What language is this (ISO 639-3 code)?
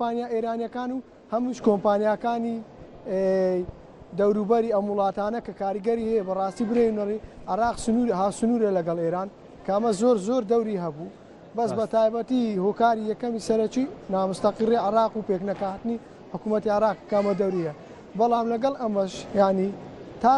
ckb